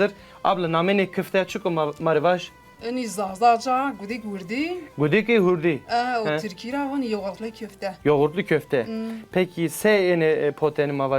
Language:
Zaza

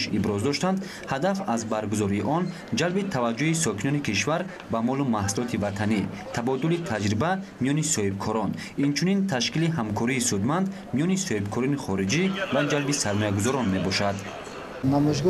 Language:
Tajik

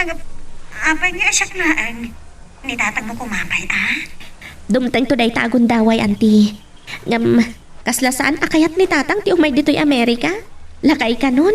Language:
Iloko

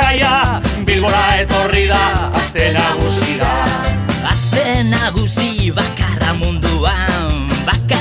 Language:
Basque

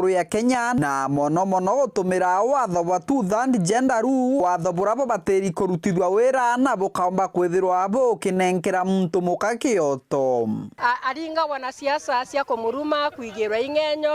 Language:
Meru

